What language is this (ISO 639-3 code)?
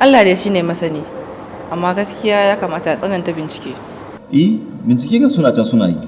hau